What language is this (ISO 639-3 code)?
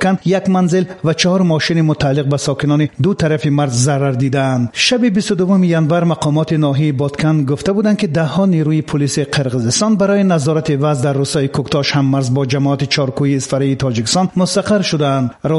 tgk